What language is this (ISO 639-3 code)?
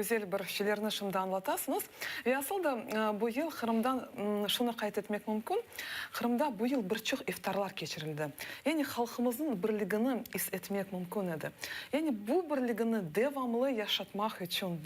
crh